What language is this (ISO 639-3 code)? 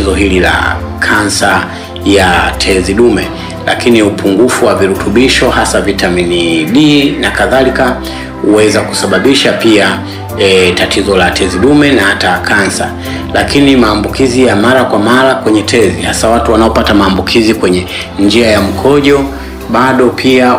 swa